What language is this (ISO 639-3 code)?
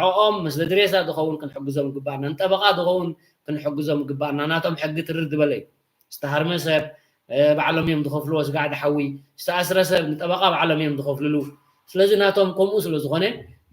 tir